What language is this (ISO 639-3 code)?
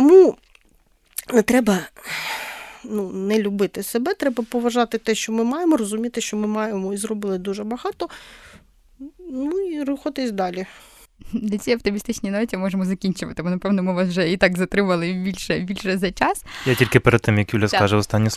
ukr